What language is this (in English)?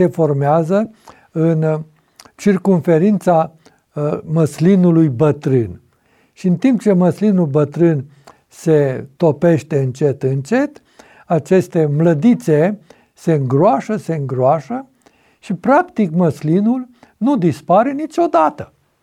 Romanian